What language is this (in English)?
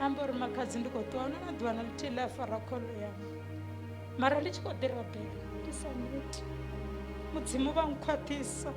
Venda